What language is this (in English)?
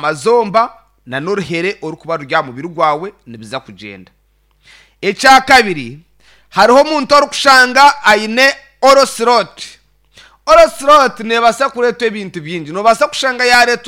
Nyankole